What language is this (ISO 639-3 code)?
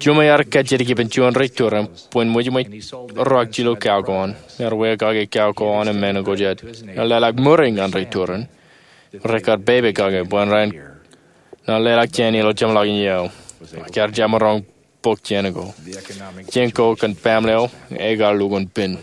mah